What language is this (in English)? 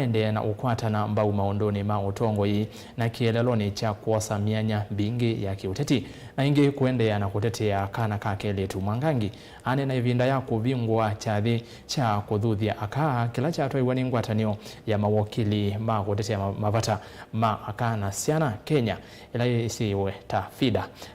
Kamba